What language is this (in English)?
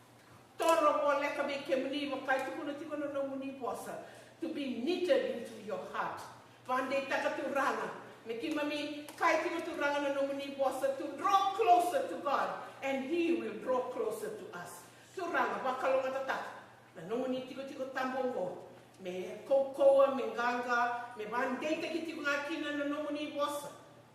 Fijian